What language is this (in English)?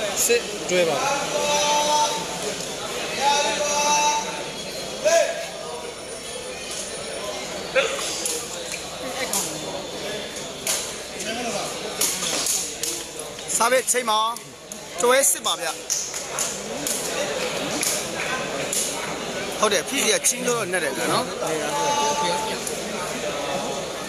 Burmese